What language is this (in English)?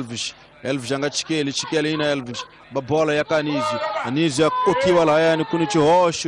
Tsonga